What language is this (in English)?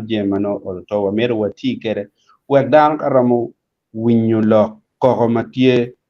Acoli